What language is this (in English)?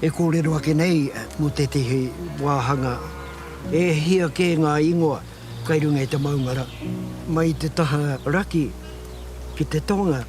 Māori